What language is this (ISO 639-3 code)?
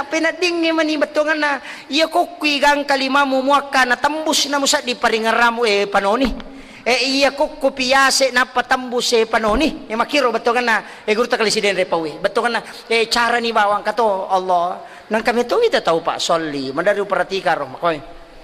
bug